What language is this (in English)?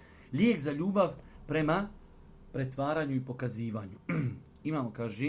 Bosnian